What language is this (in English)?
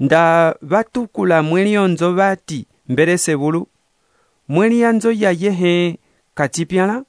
Umbundu